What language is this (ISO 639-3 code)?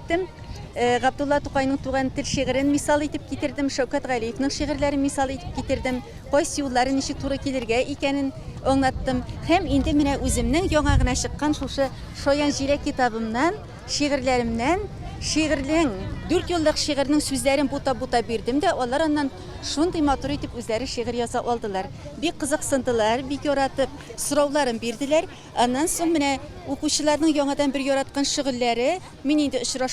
tat